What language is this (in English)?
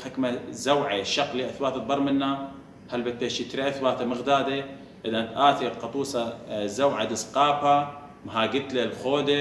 Assyrian Neo-Aramaic